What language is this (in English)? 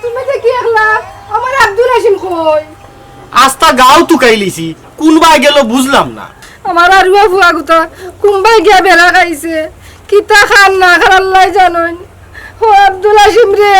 Sylheti